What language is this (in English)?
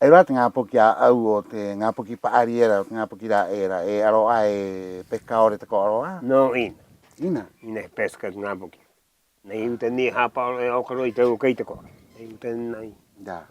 Rapanui